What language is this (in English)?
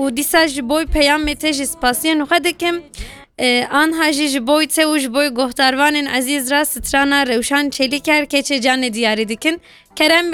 Kurdish